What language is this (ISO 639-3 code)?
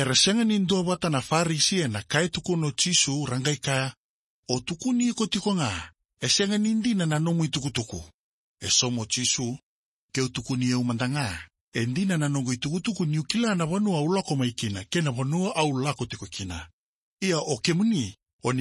fij